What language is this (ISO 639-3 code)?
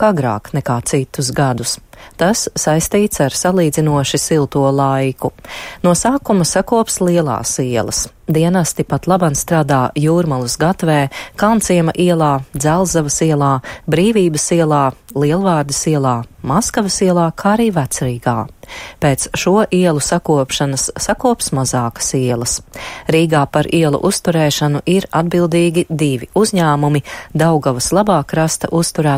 lav